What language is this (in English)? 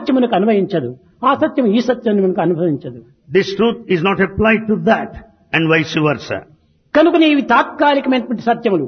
Telugu